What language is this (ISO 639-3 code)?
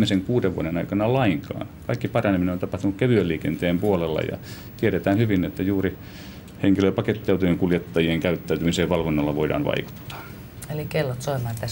fin